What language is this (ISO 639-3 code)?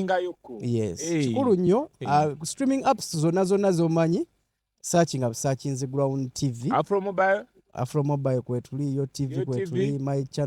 lug